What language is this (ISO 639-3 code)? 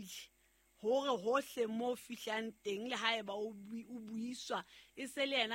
sot